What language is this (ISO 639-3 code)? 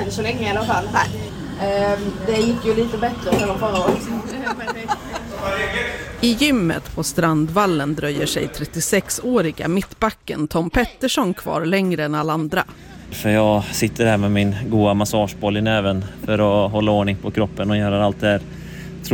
swe